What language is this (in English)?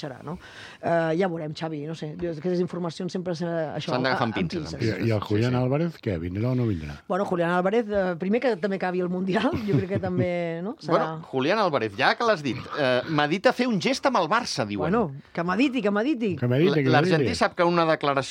Catalan